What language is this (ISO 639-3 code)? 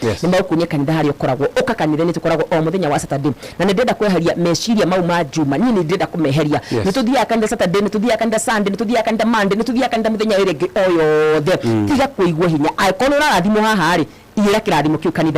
kik